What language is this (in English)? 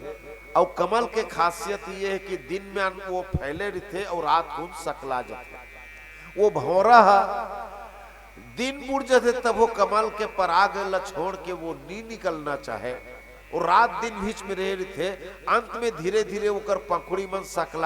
Chhattisgarhi